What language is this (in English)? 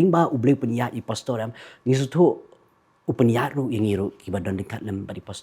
Khasi